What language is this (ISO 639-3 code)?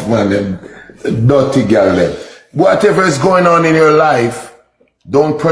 jam